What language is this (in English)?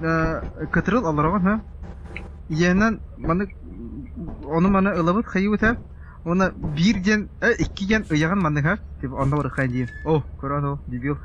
Yakut